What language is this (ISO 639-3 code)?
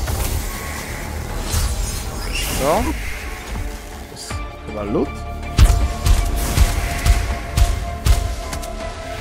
pol